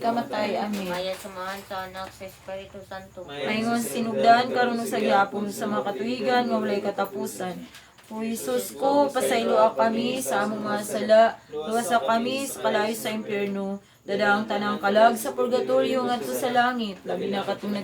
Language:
Cebuano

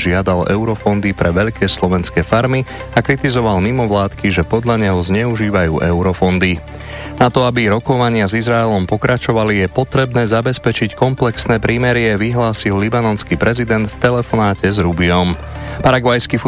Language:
Slovak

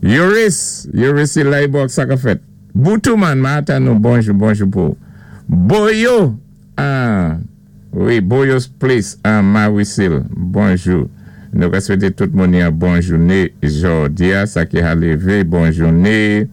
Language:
Saint Lucian Creole French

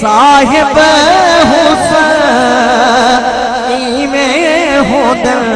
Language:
Saraiki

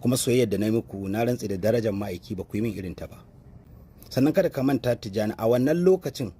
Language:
Hausa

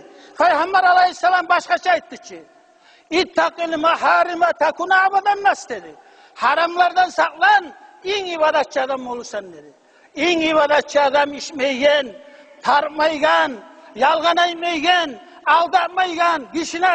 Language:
Kumyk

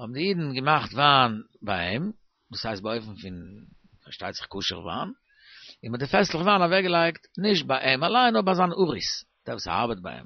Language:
Yiddish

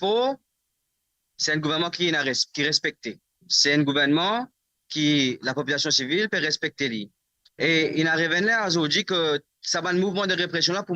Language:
Morisyen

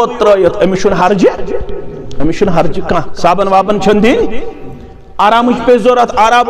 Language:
Kashmiri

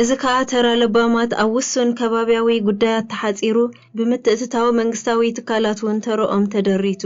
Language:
Tigrinya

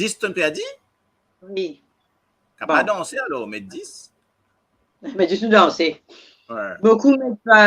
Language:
Morisyen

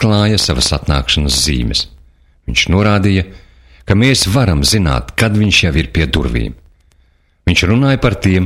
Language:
Latvian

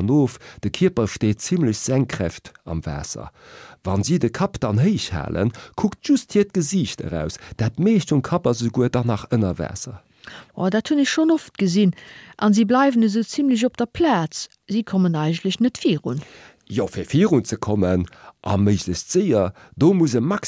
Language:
Luxembourgish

